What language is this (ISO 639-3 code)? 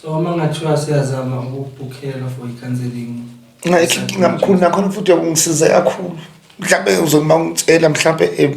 zul